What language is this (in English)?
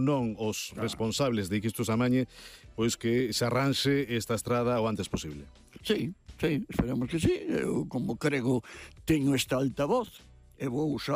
Galician